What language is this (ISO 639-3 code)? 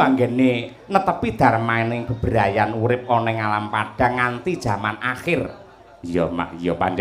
jav